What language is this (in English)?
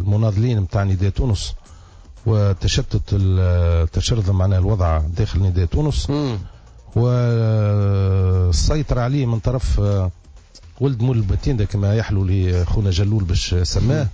Tunisian Arabic